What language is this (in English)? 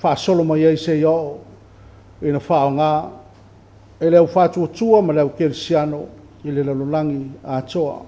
Samoan